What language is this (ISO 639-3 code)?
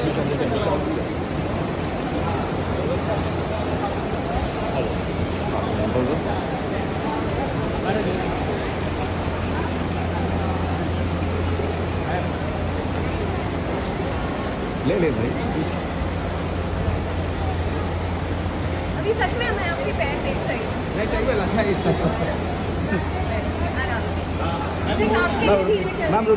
hin